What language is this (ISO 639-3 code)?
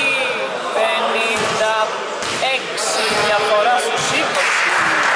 ell